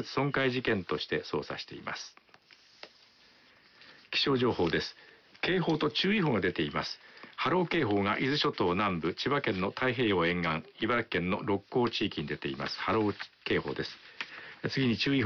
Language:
Japanese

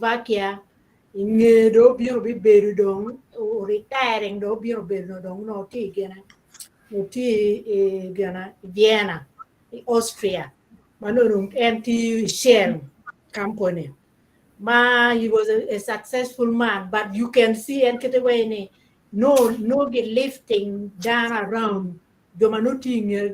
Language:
Acoli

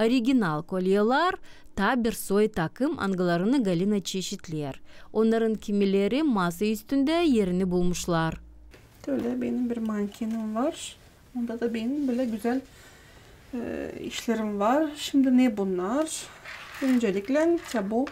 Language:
Gagauz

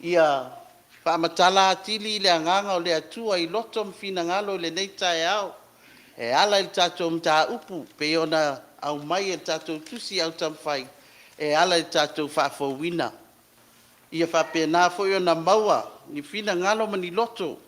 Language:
Samoan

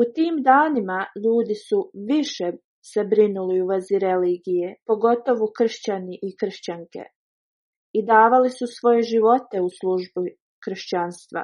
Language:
Bosnian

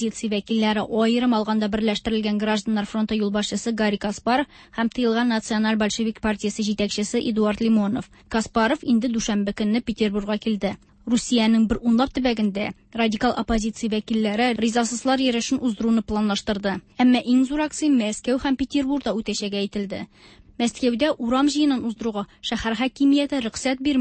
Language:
Tatar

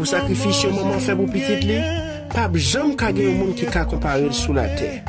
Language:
Haitian Creole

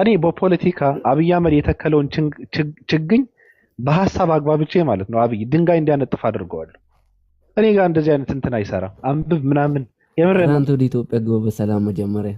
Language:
Amharic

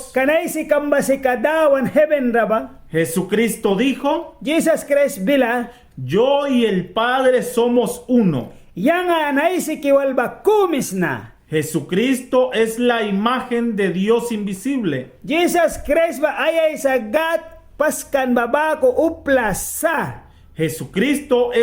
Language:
Mískito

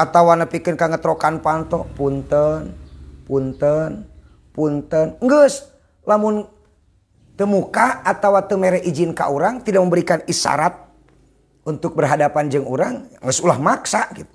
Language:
Sundanese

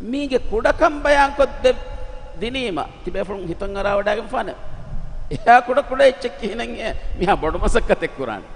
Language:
Divehi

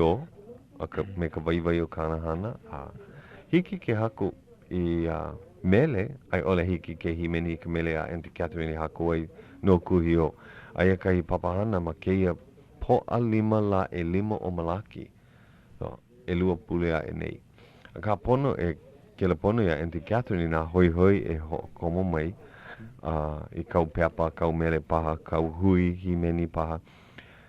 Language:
Hawaiian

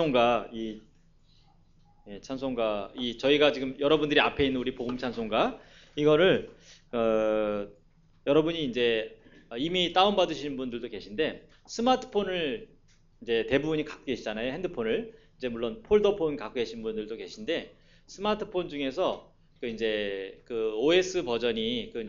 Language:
Korean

